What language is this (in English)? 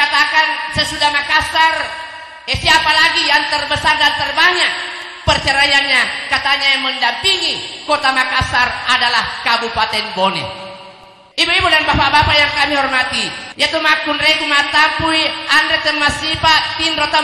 Buginese